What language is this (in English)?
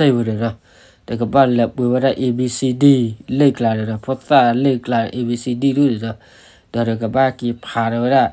S'gaw Karen